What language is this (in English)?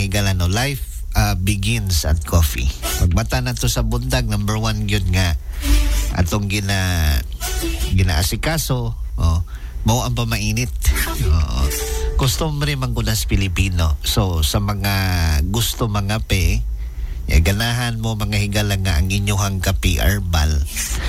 Cebuano